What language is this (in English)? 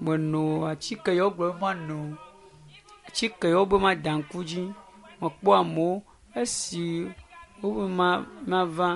Ewe